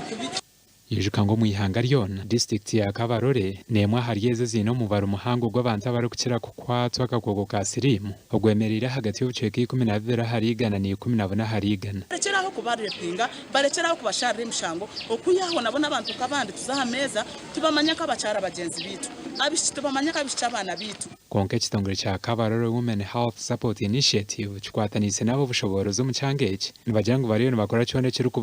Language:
Nyankole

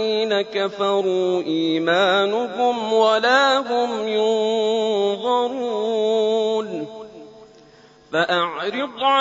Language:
Arabic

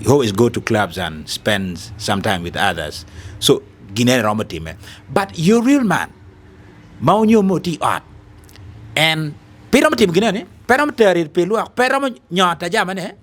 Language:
Acoli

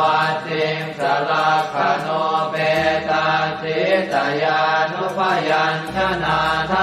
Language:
Pali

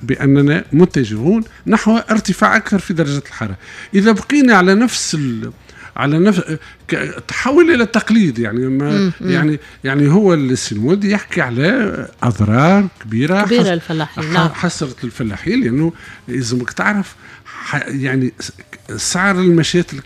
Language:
Tunisian Arabic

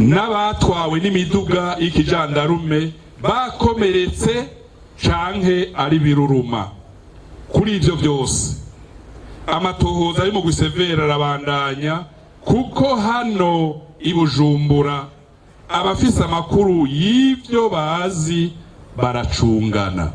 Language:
Rundi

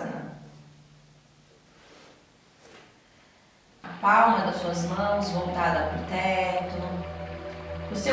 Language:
Portuguese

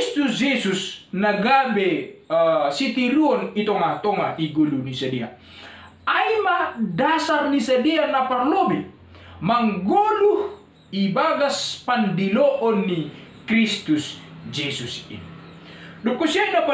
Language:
Batak Simalungun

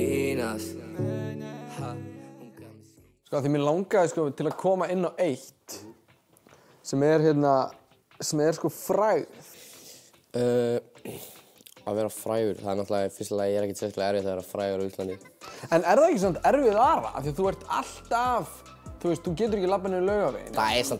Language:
Icelandic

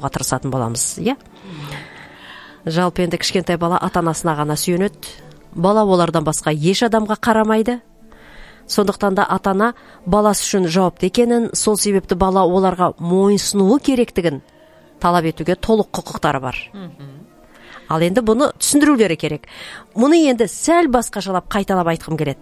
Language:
Kazakh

